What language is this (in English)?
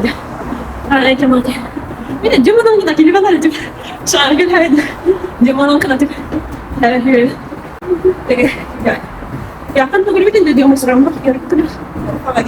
Bashkir